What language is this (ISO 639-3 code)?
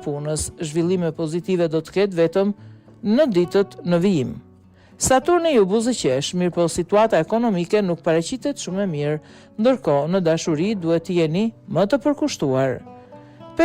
sqi